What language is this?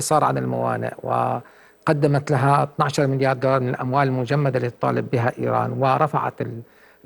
Arabic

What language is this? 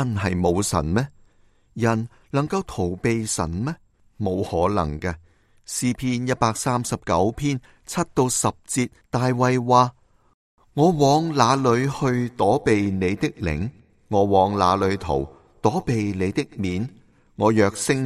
Cantonese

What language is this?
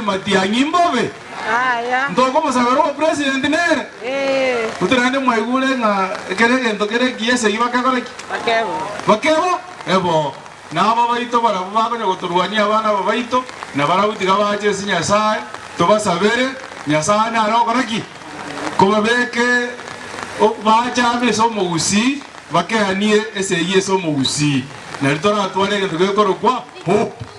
Gusii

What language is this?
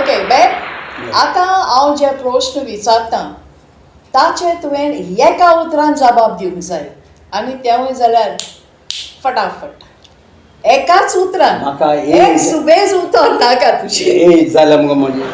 Konkani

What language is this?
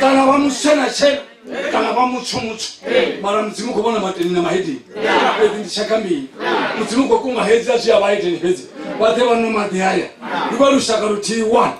Venda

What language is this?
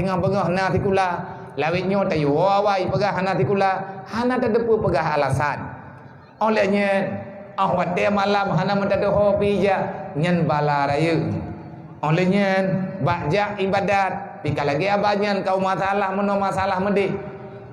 Achinese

